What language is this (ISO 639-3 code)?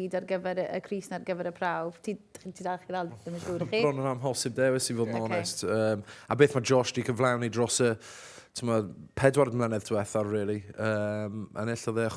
cym